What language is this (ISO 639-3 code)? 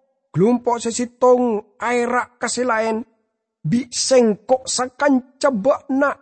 mad